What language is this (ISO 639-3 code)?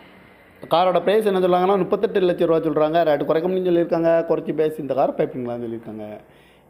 tam